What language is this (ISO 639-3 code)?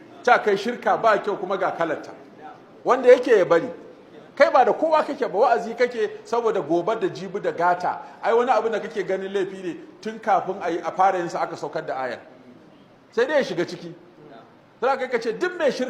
hau